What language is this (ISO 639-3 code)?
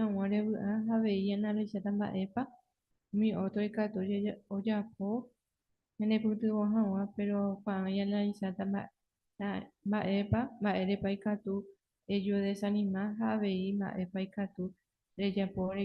grn